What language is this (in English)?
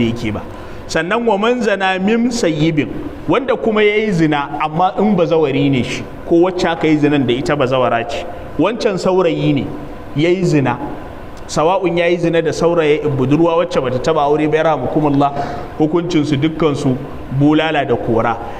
Hausa